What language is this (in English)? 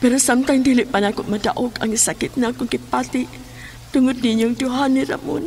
Cebuano